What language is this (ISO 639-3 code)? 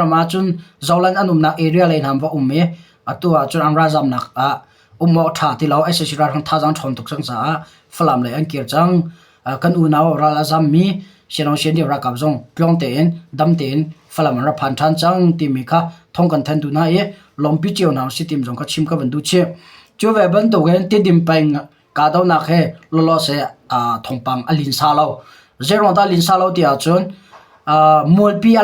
cnh